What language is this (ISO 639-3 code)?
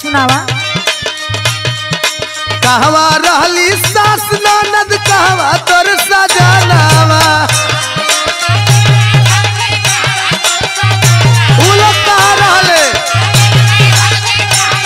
bho